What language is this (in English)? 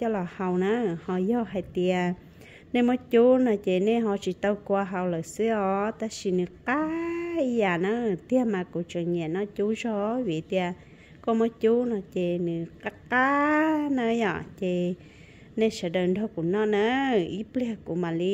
Hmong